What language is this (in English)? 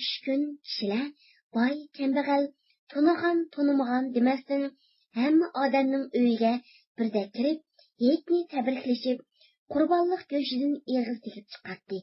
Uyghur